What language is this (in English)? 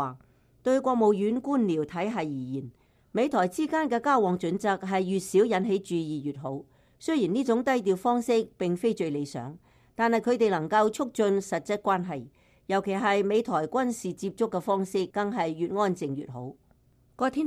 Cantonese